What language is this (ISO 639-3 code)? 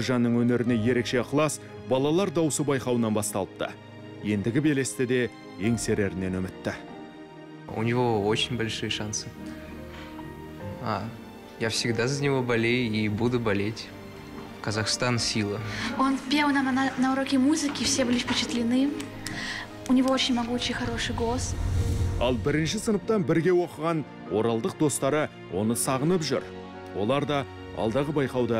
kaz